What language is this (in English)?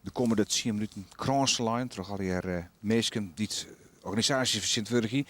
Western Frisian